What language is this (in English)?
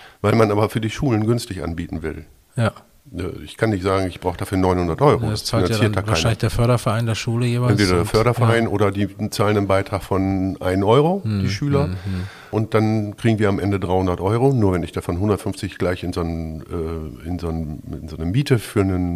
German